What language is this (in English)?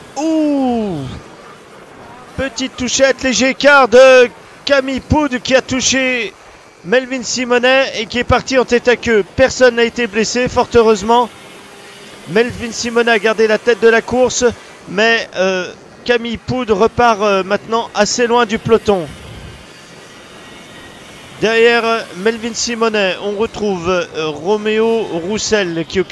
French